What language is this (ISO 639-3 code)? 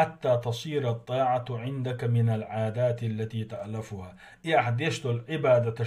che